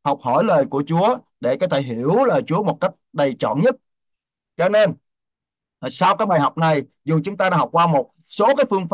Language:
Vietnamese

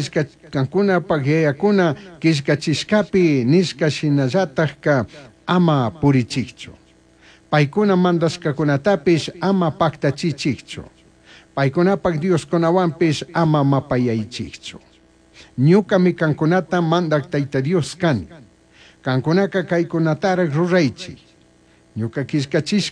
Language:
Chimborazo Highland Quichua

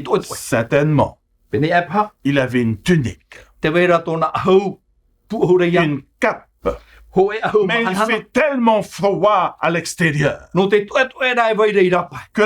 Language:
Tahitian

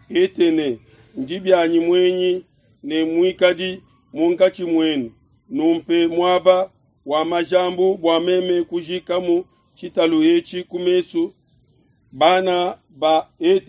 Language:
Luba-Lulua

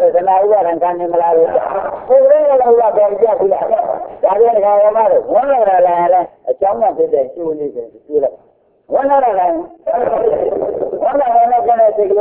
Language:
Burmese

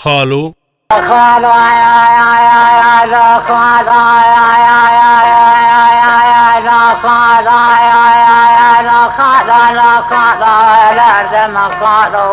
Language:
Kurdish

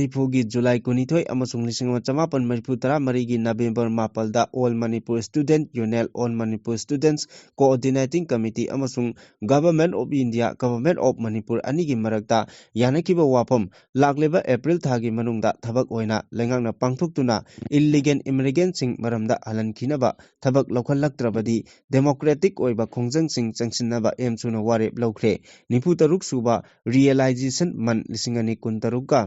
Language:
Manipuri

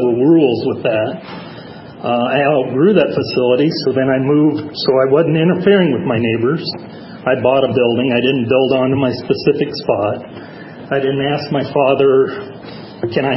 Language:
English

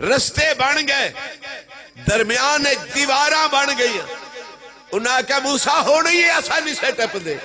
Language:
Saraiki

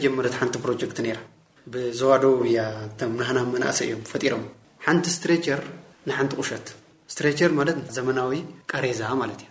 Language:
Tigrinya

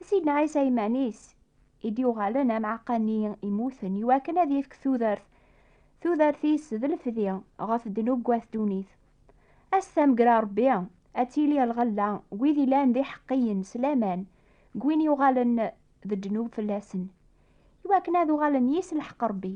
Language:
Kabyle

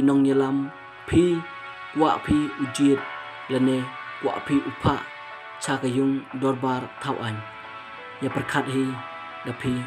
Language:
Khasi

